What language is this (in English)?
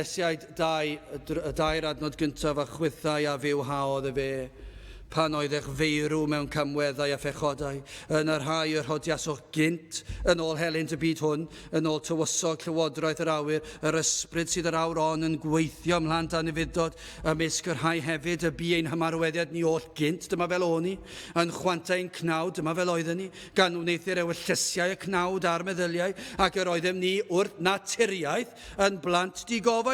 Welsh